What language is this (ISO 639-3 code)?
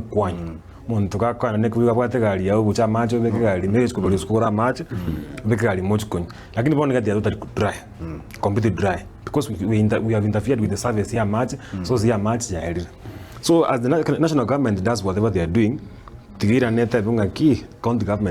guz